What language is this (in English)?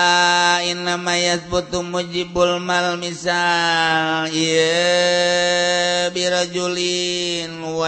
Sundanese